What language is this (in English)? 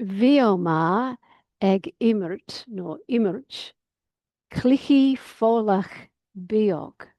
Irish